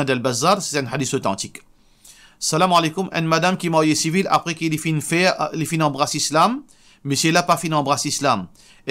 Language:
Morisyen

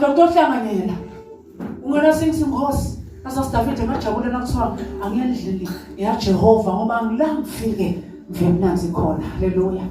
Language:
Swati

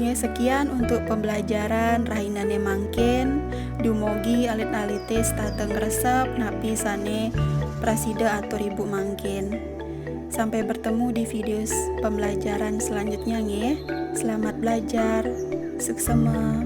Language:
Balinese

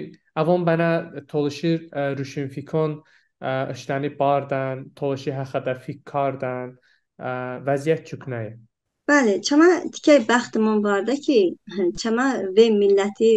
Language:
Talysh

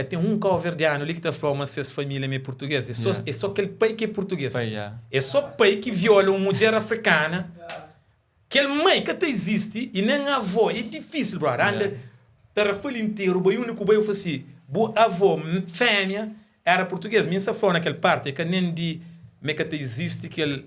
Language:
Kabuverdianu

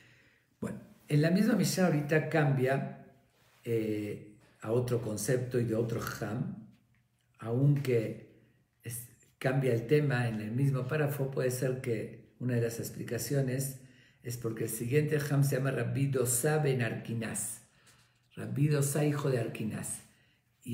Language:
Spanish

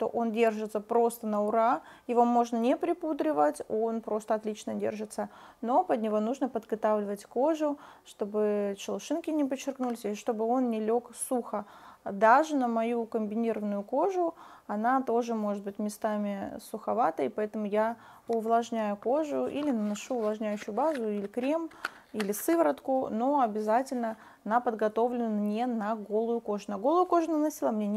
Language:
Russian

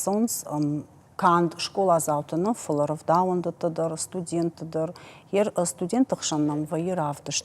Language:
Ossetic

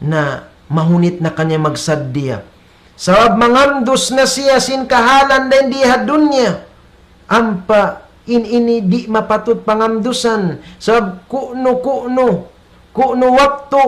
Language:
Tausug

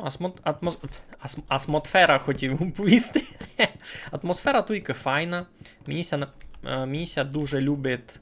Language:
Rusyn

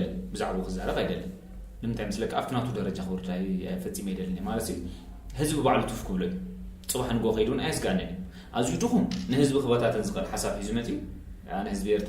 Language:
Tigrinya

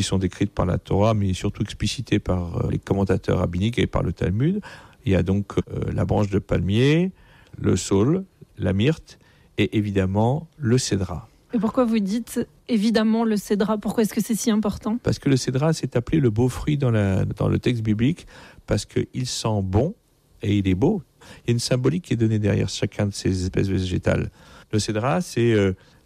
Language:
French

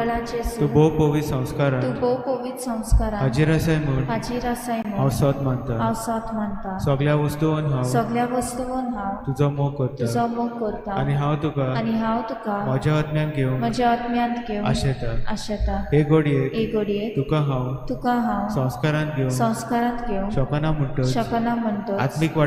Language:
Konkani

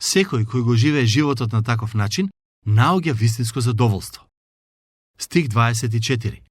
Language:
Macedonian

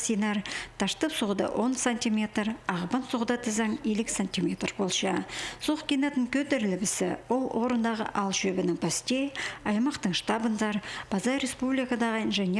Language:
Khakas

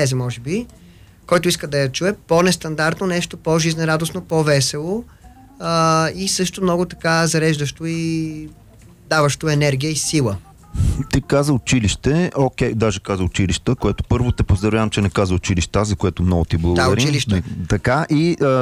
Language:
Bulgarian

